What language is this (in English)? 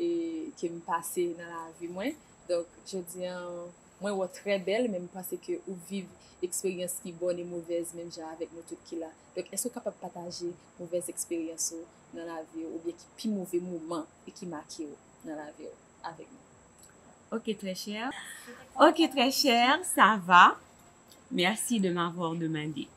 Haitian Creole